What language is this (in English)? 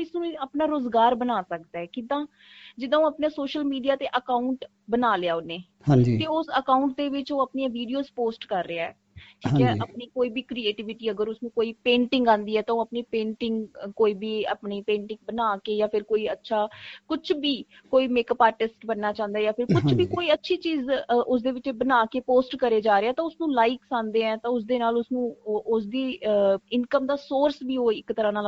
Punjabi